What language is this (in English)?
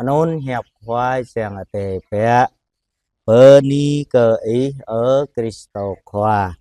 Jarai